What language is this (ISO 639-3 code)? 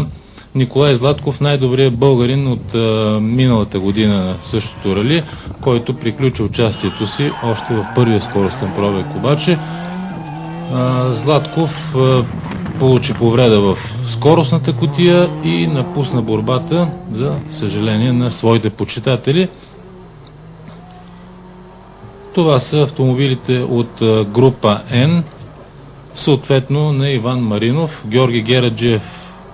bul